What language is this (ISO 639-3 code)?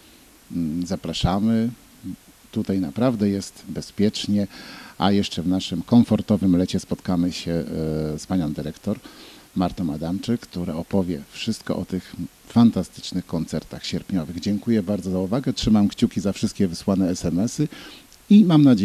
pol